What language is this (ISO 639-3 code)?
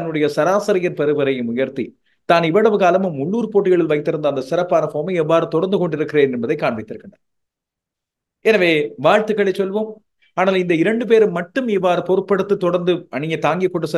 tam